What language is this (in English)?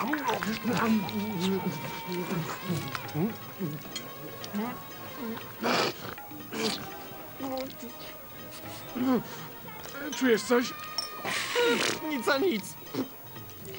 Polish